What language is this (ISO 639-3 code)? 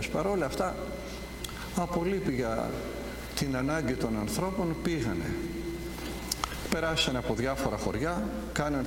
ell